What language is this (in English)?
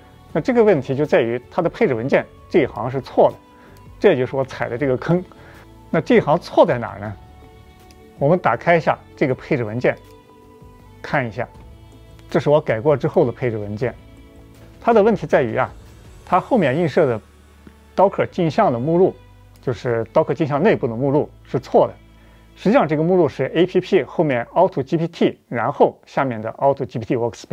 Chinese